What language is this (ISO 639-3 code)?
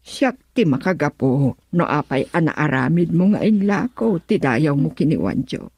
ilo